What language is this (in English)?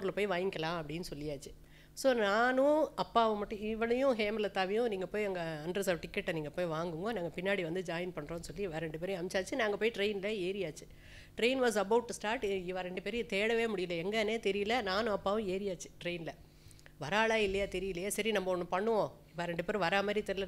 Tamil